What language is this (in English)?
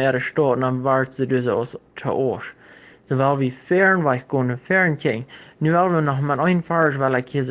Plautdietsch